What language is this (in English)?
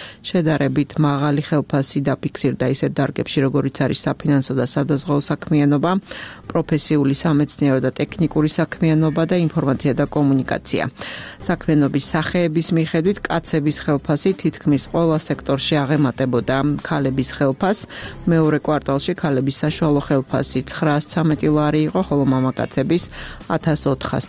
Georgian